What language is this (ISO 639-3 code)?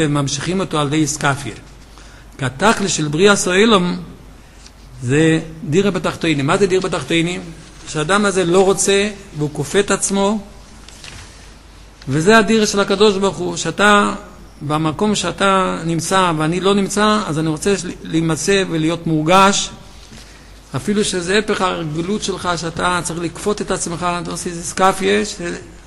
heb